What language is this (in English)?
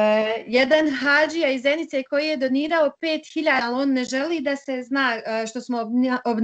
Bosnian